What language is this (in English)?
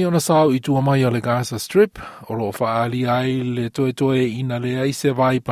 Samoan